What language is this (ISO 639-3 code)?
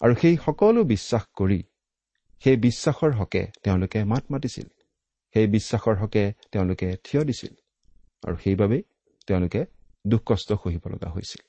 asm